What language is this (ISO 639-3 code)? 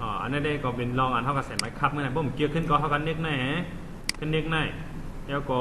shn